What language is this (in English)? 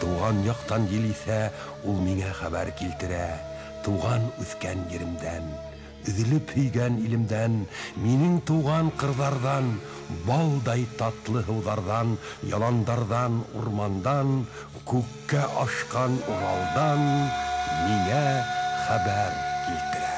Bashkir